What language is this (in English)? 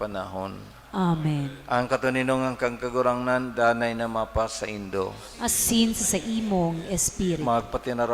Bikol